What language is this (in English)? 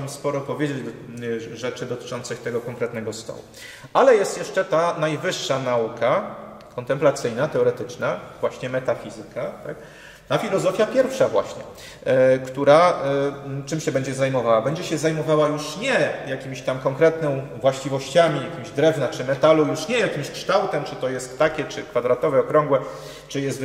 Polish